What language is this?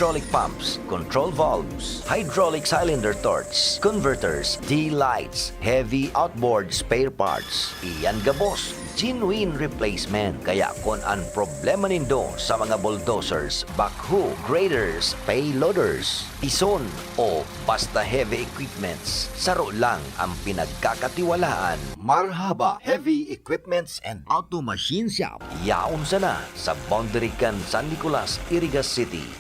Bikol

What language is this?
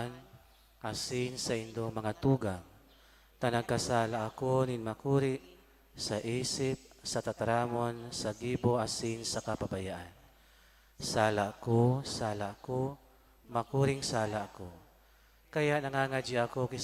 Bikol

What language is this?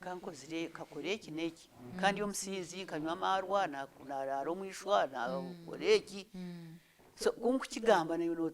Nyankole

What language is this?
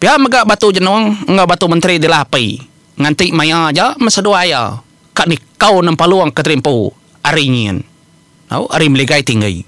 Iban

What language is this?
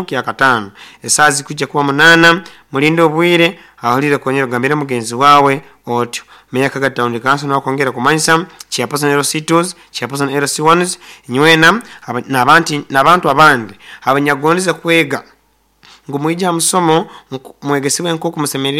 Nyoro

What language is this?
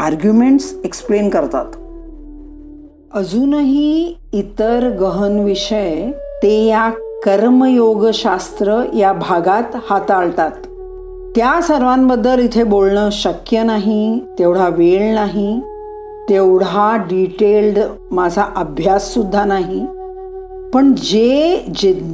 Marathi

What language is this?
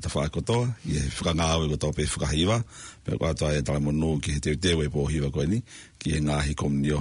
Tongan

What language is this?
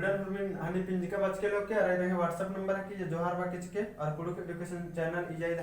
Kurukh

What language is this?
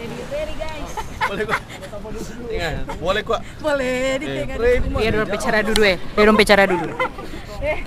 Manado Malay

